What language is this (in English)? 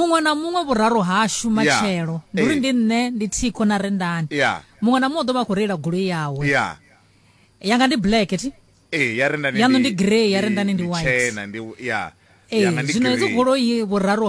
Venda